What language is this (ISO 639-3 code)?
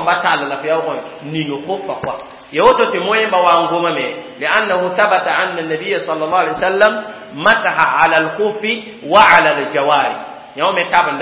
mos